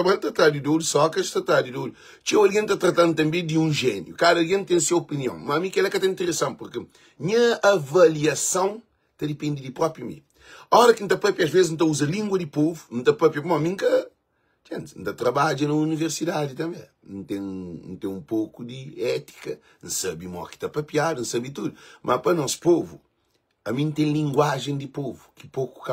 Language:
Kabuverdianu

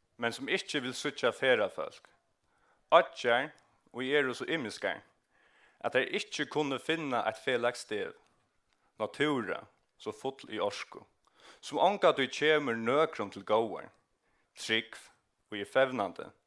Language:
Faroese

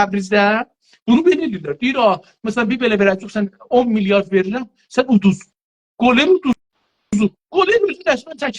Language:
South Azerbaijani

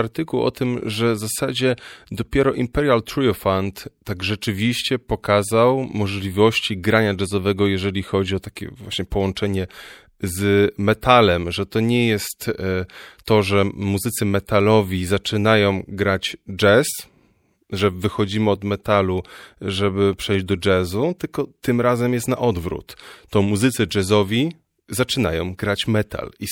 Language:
Polish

